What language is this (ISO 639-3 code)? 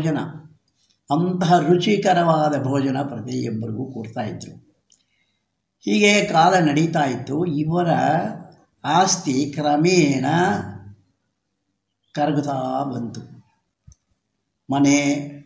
kan